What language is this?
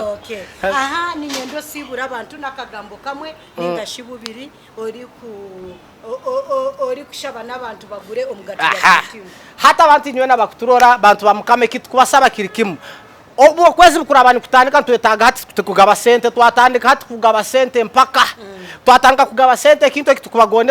Nyankole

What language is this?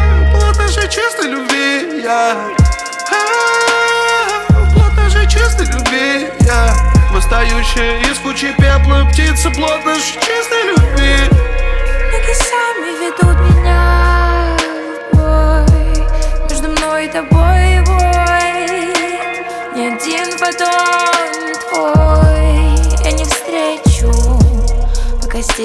Russian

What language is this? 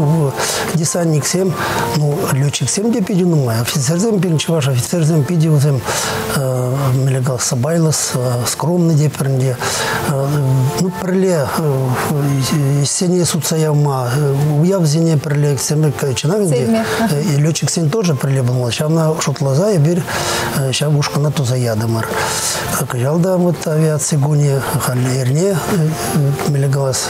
Chuvash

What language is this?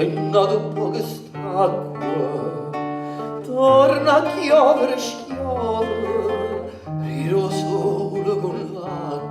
Neapolitan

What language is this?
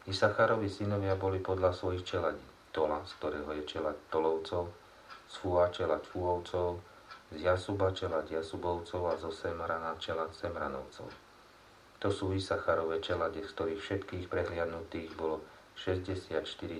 Slovak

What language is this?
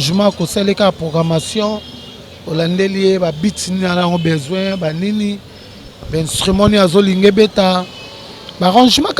Lingala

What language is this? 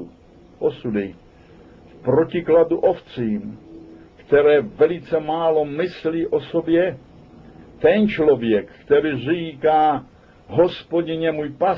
Czech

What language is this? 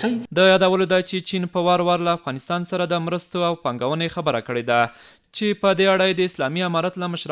Pashto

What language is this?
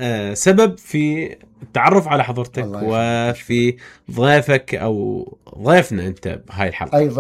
Mesopotamian Arabic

